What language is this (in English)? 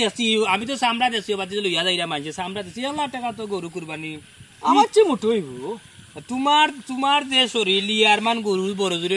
Sylheti